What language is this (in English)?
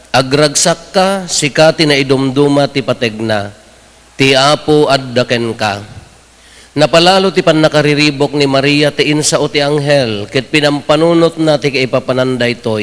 Iloko